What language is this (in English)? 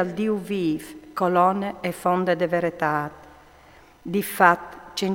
Friulian